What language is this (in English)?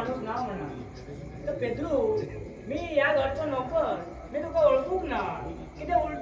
Konkani